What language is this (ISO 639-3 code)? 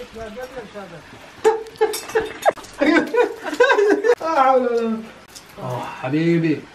ara